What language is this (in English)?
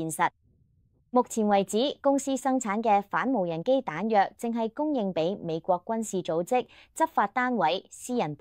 Cantonese